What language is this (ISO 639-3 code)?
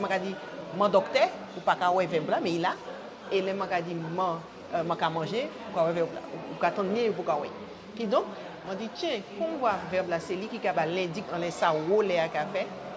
gcf